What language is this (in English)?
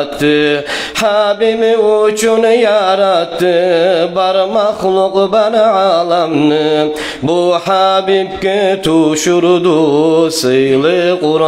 Kumyk